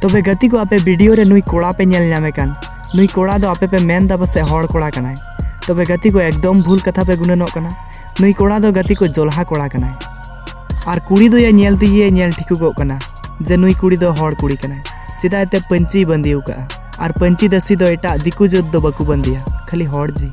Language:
Santali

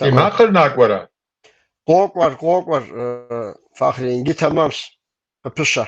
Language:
Kabardian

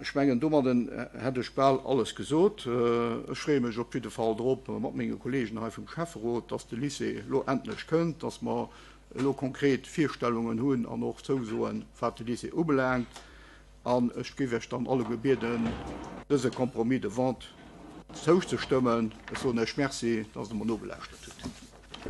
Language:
Luxembourgish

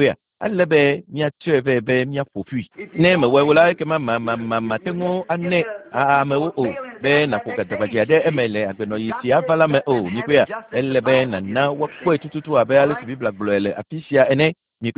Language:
Ewe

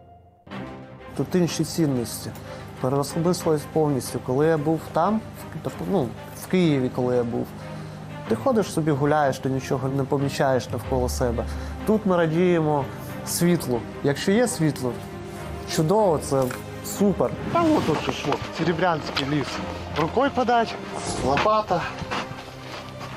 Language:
Ukrainian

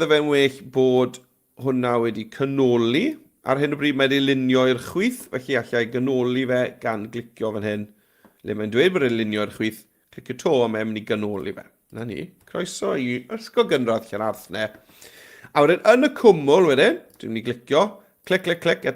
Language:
Welsh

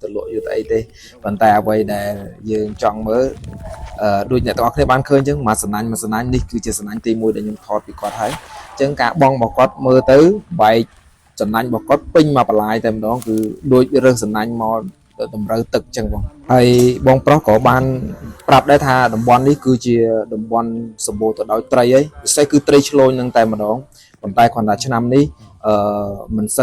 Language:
Khmer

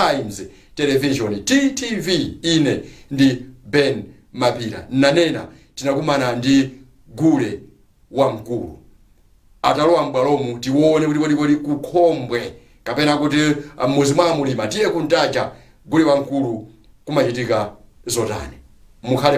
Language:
Nyanja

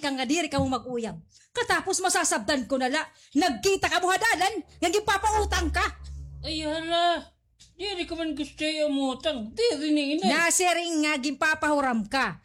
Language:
Waray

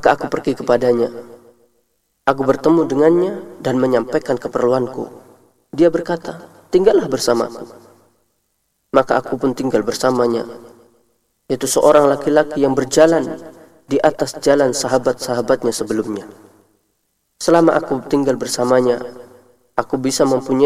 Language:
Indonesian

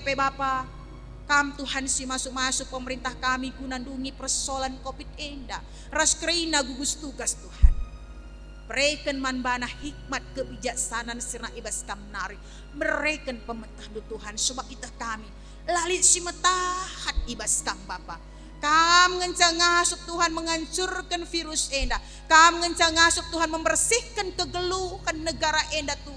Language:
Batak Karo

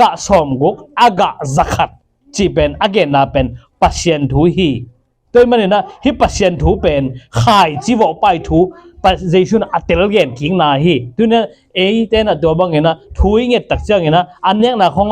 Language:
Tedim Chin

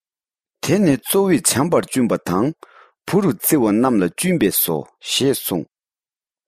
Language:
Tibetan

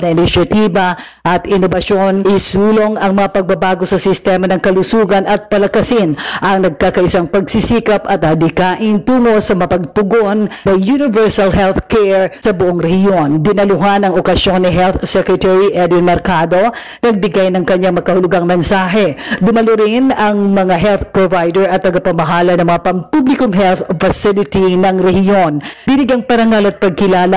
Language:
Filipino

